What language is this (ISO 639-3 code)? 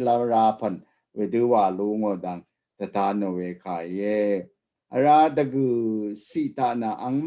raw